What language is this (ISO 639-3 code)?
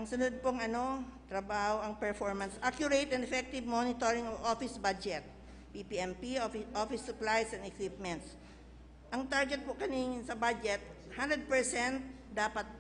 bik